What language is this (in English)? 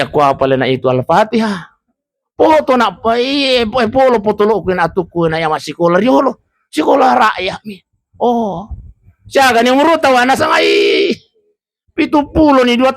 Buginese